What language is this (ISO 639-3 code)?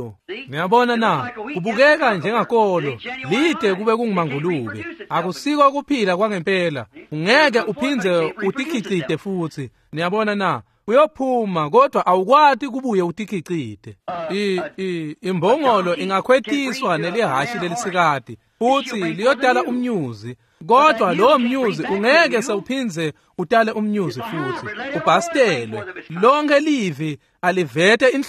ssw